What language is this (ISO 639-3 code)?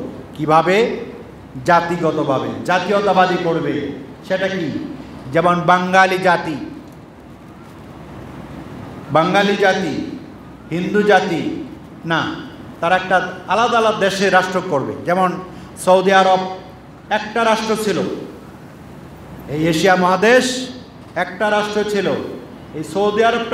ben